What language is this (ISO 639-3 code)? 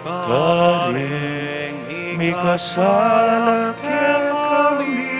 pam